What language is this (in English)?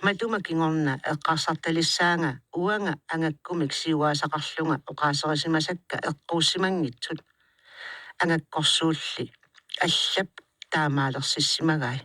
Kalaallisut